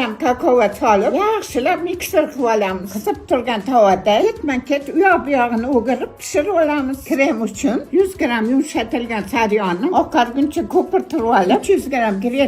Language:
Uzbek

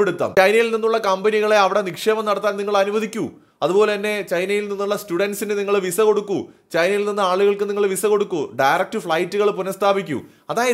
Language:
Malayalam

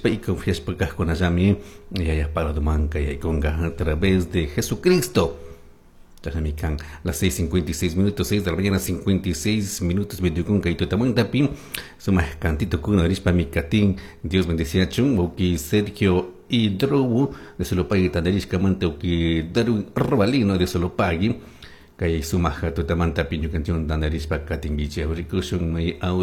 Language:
Chimborazo Highland Quichua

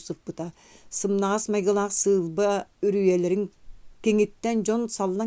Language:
Yakut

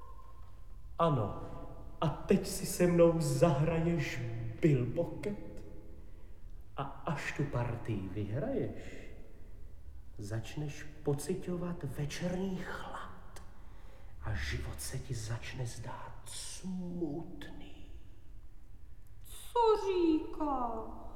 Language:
Czech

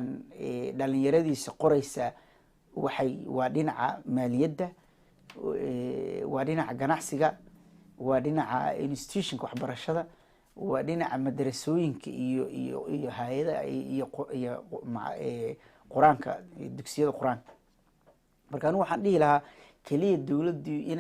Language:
Somali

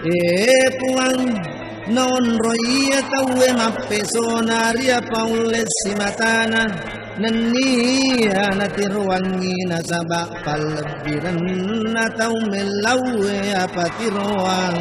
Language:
Buginese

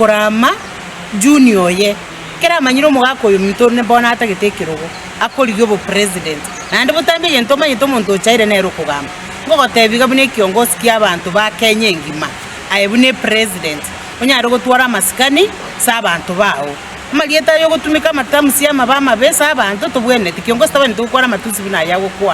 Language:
Gusii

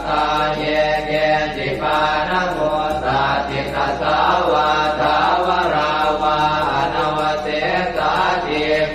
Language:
Pali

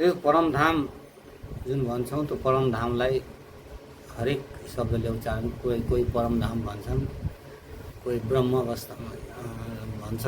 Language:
Nepali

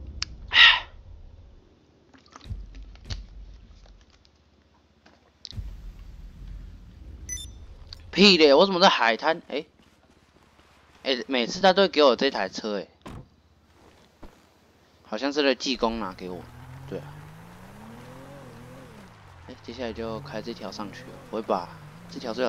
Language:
Chinese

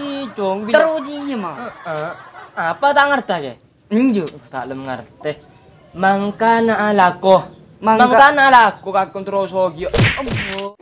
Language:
Madurese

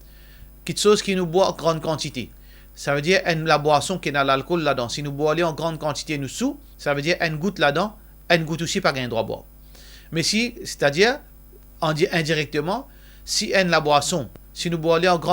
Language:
Morisyen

